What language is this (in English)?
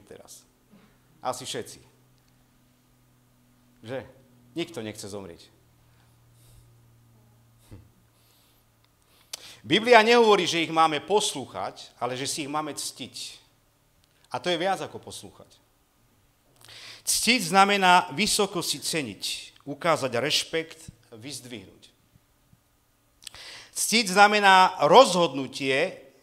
Slovak